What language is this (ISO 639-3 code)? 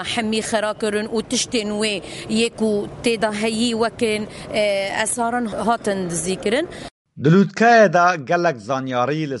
kur